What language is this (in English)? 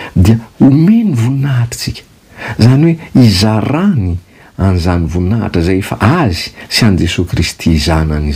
Malagasy